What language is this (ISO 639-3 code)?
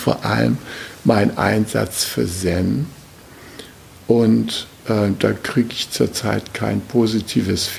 deu